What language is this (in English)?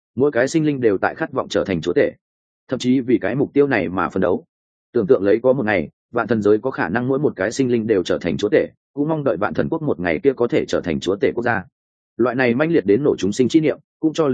Vietnamese